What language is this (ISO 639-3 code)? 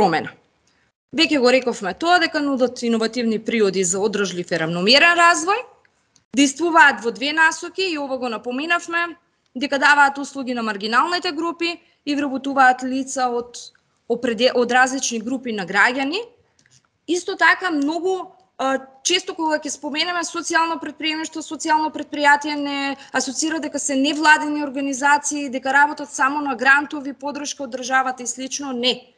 mkd